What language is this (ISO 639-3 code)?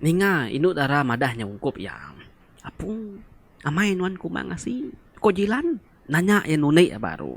iba